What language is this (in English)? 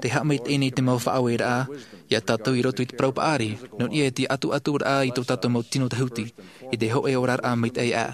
Tahitian